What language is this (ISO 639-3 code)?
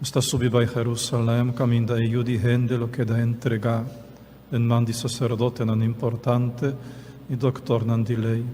pap